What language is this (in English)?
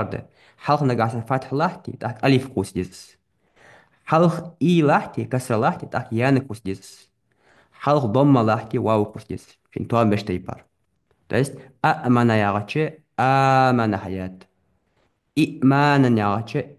Ingush